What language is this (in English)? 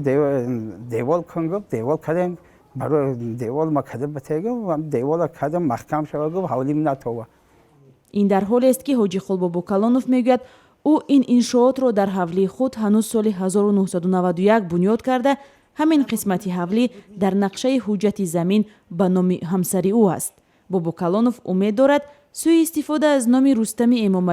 Tajik